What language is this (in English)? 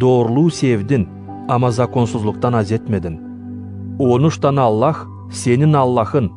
Gagauz